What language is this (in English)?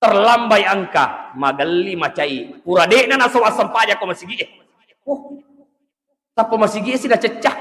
Buginese